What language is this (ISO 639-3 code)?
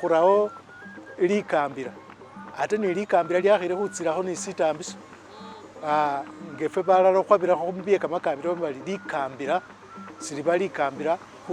myx